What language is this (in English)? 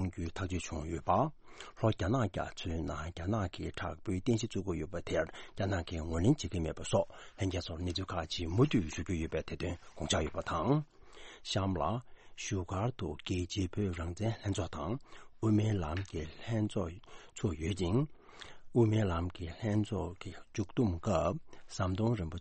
Tibetan